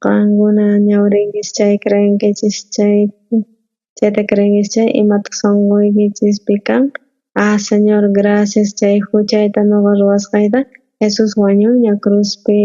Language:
South Bolivian Quechua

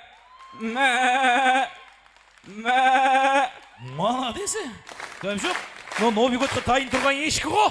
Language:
Kara-Kalpak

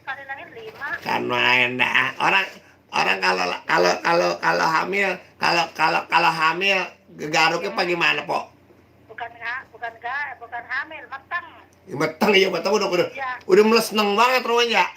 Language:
Betawi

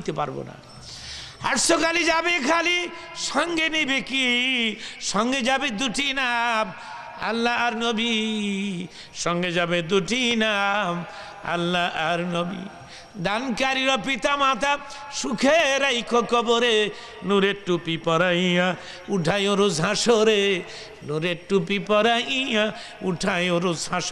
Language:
Bangla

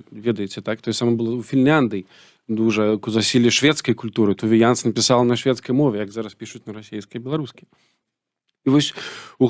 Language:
Belarusian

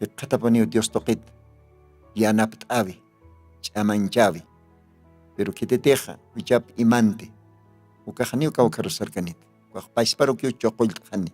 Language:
Aymara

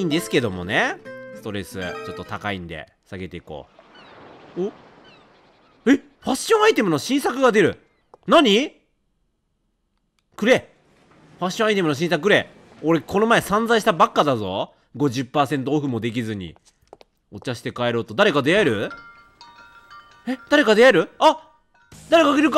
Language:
Japanese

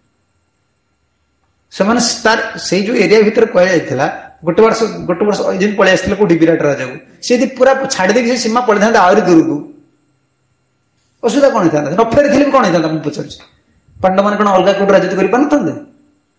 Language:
Odia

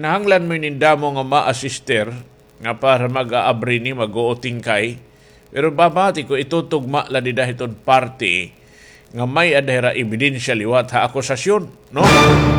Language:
Waray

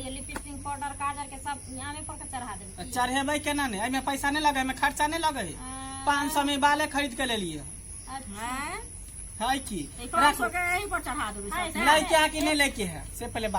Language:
Maithili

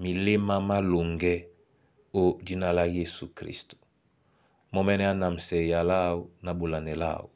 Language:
Duala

